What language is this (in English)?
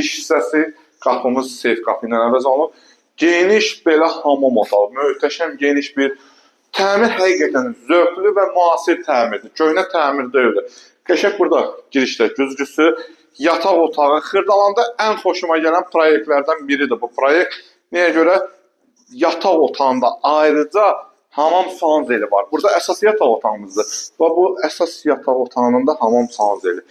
Azerbaijani